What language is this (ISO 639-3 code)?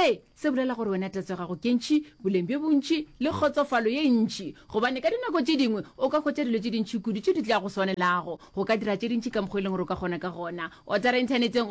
nso